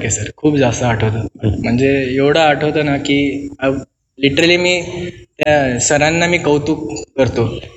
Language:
Marathi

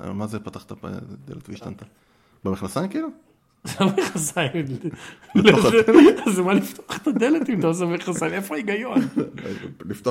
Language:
Hebrew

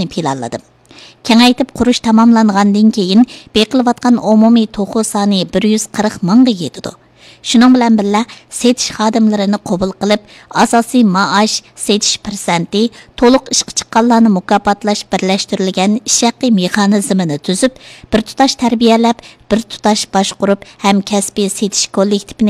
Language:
Uyghur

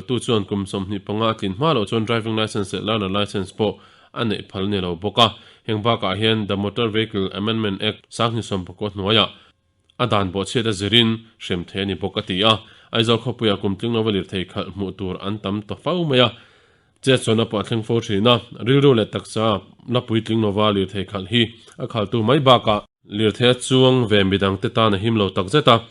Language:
Mizo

